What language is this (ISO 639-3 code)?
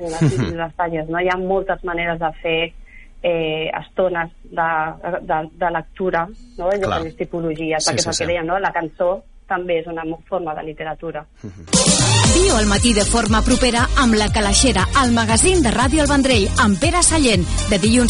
cat